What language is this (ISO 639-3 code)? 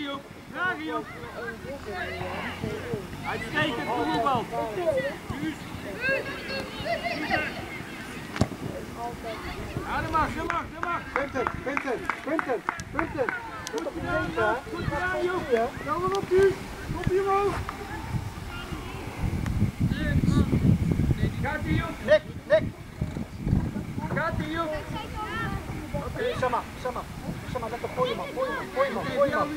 nld